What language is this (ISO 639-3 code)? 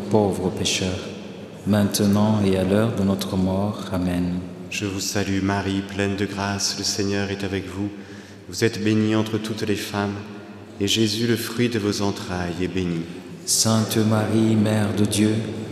fra